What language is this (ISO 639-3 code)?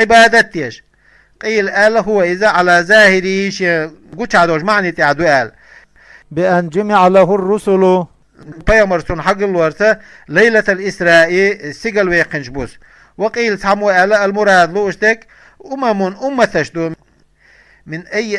che